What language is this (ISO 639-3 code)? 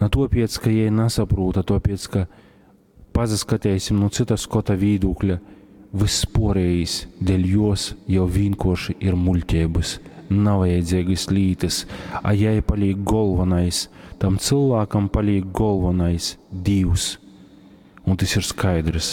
ltg